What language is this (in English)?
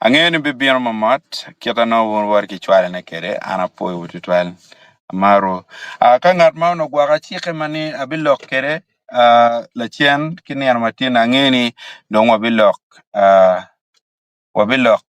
Acoli